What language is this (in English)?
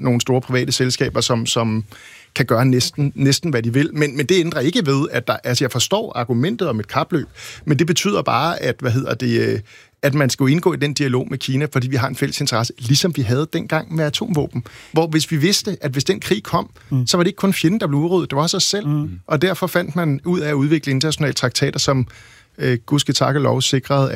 Danish